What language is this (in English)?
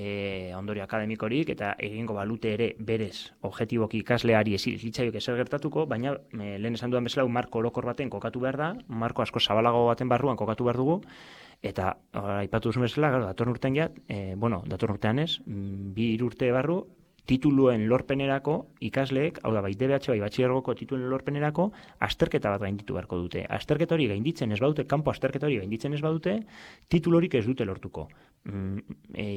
Basque